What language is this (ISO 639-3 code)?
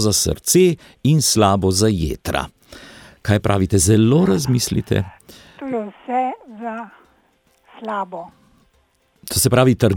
slv